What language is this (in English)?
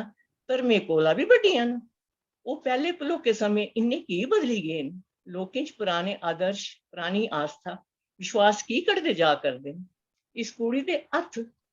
Dogri